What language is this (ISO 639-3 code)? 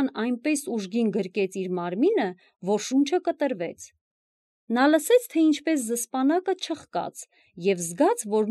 hye